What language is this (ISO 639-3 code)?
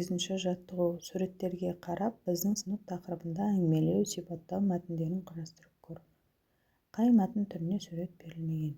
kaz